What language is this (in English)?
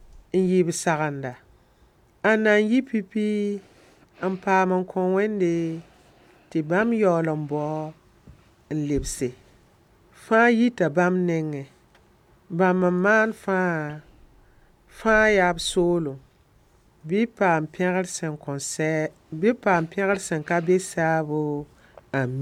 Mossi